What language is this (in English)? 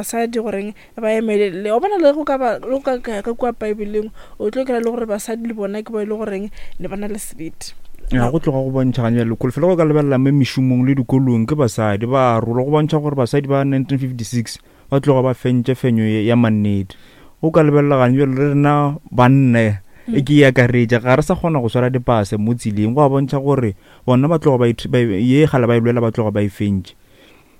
Northern Sotho